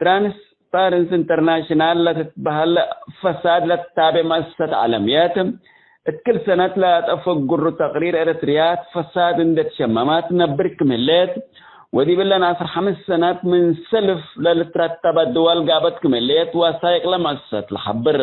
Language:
Tigre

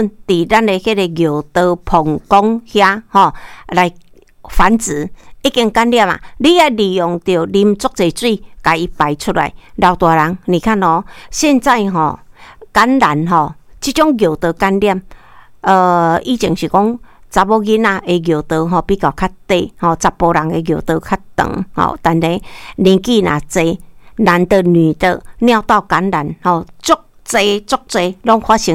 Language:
Min Nan Chinese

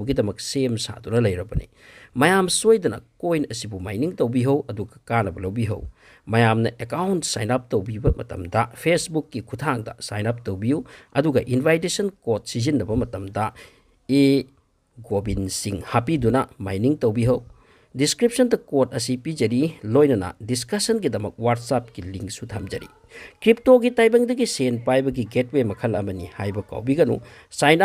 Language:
Manipuri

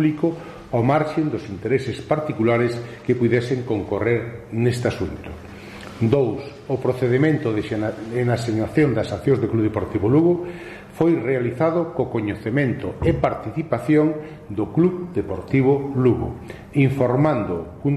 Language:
Galician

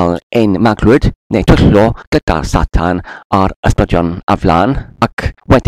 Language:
Welsh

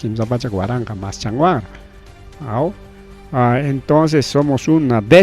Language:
Ayacucho Quechua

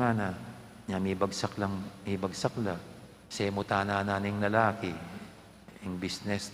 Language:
Pampanga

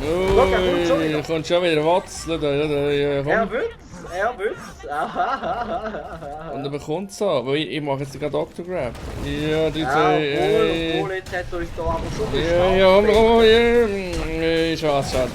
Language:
Swiss German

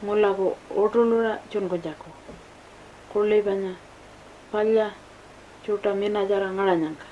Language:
Pitjantjatjara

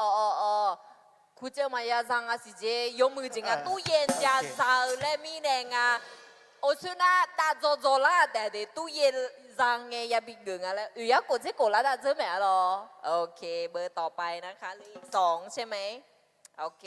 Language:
Akha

